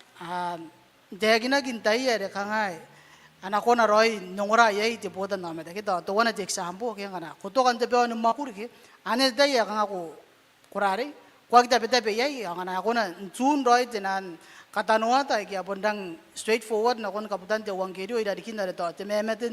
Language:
Gilbertese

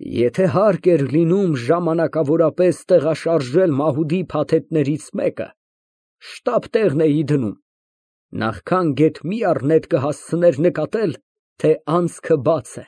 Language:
Armenian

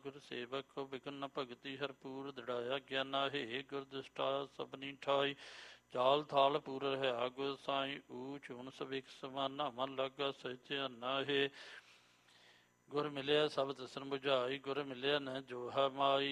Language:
Punjabi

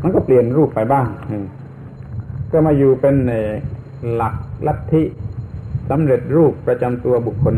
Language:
Thai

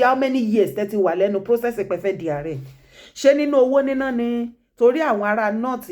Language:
Yoruba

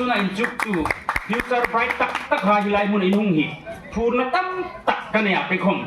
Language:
Hmar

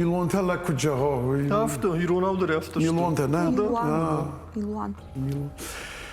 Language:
Ossetic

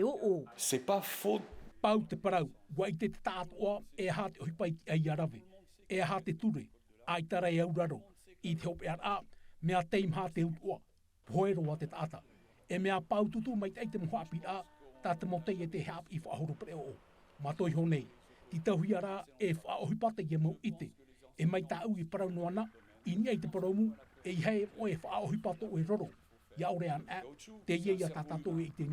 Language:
Tahitian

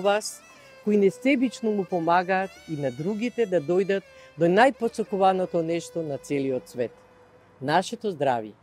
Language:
Macedonian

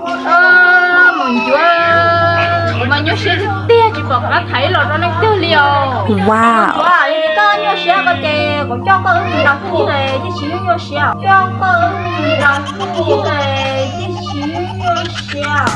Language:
Hmong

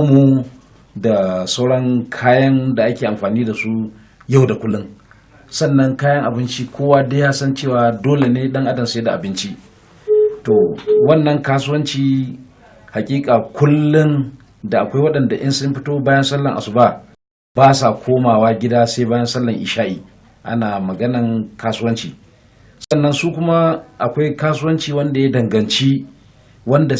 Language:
Hausa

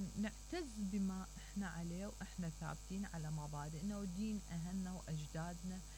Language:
Mesopotamian Arabic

